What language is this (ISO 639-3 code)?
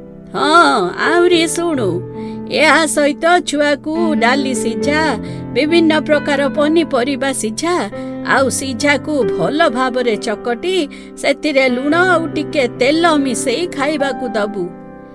ori